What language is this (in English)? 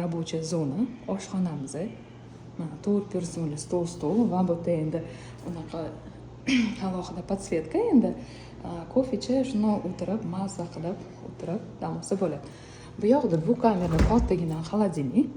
Uzbek